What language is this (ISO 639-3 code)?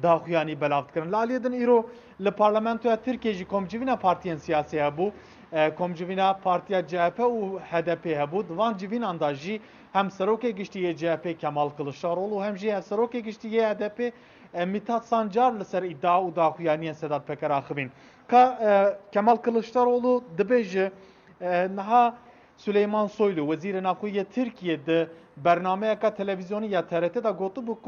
kur